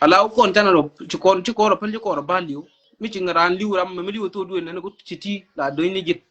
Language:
Nuer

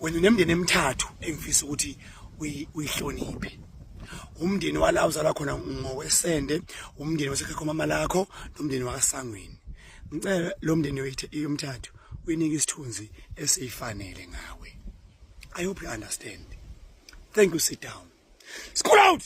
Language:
Zulu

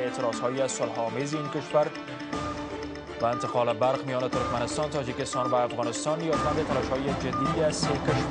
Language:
Persian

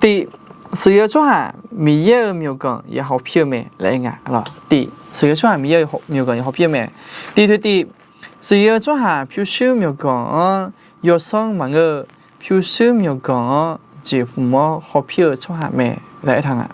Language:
Akha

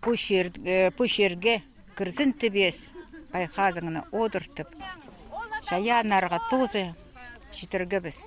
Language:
Khakas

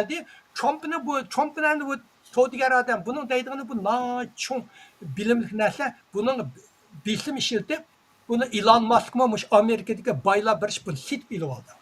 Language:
Uyghur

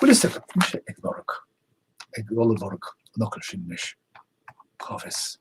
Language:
Irish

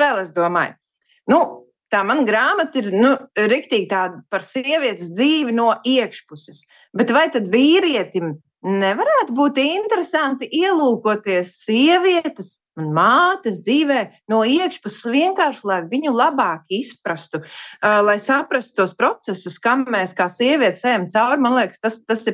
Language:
Latvian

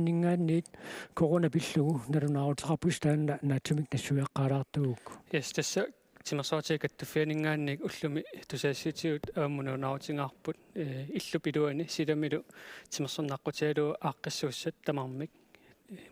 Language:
Kalaallisut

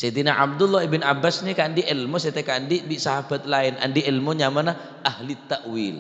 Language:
Madurese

